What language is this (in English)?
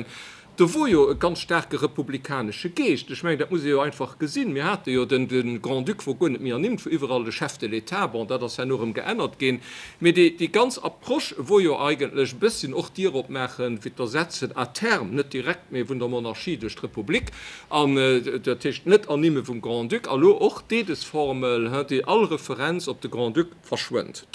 Luxembourgish